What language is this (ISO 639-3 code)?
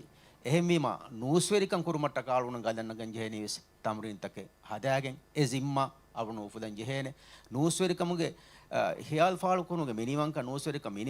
div